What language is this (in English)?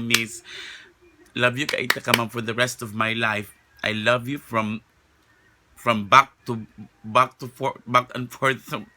Cebuano